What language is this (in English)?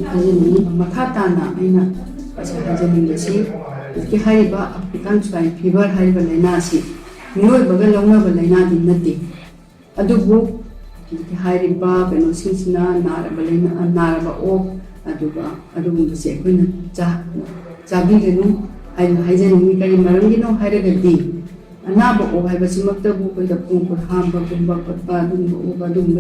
Manipuri